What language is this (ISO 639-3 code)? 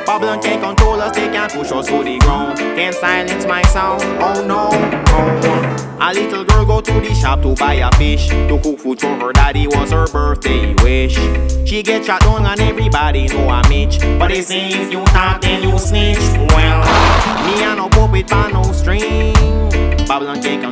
jam